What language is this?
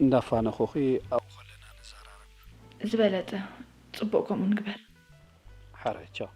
Tigrinya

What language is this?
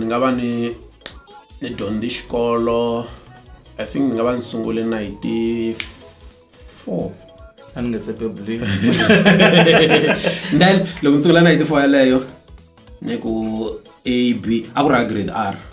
Tsonga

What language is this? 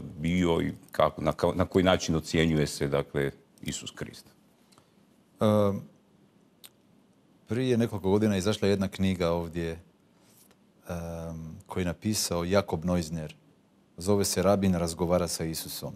Croatian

